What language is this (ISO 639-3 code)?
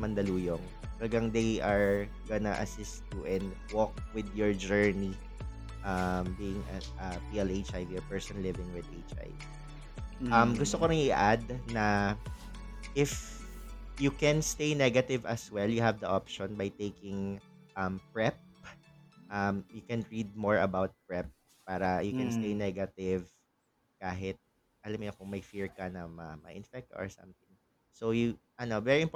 fil